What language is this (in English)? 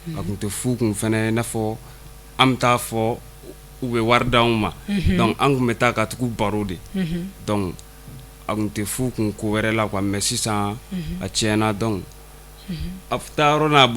Bambara